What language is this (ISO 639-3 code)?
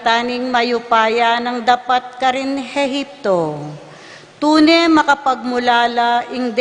pam